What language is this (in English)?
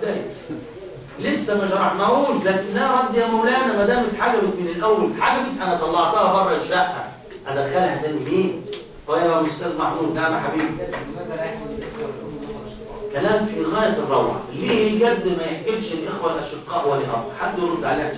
Egyptian Arabic